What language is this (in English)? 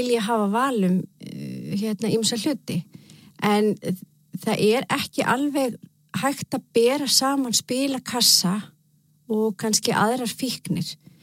Icelandic